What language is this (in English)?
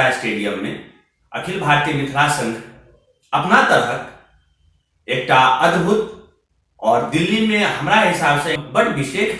Maithili